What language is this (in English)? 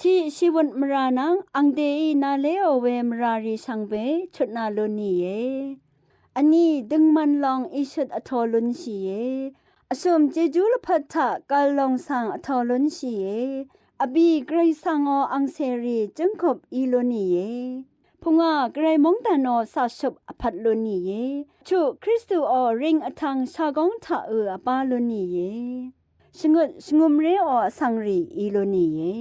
Rawang